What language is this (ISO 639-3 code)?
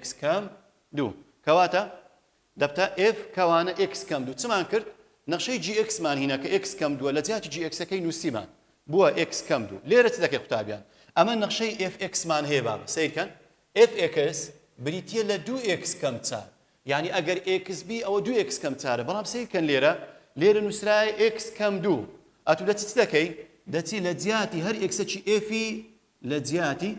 ckb